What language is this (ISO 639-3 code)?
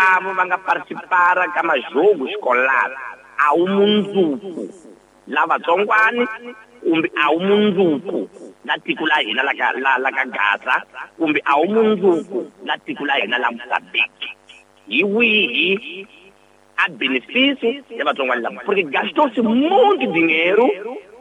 tso